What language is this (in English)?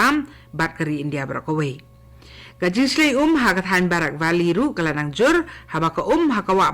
Khasi